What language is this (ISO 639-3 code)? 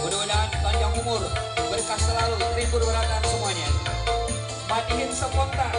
bjn